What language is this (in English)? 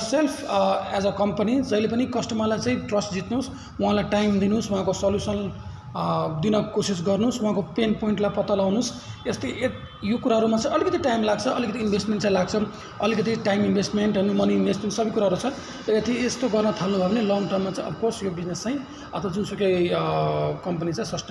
Nepali